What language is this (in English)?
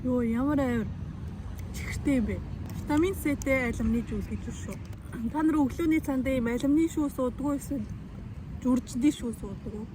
Mongolian